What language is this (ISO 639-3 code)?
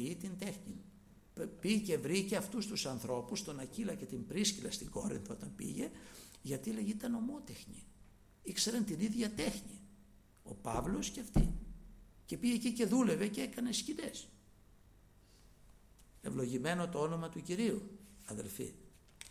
ell